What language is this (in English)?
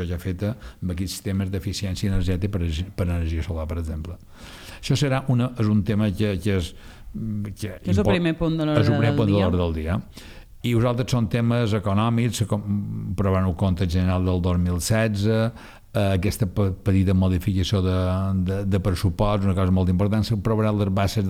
Catalan